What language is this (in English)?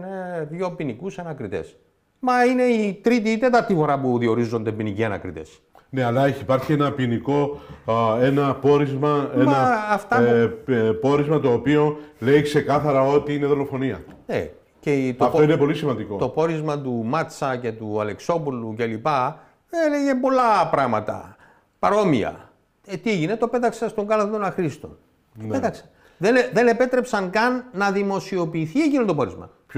Greek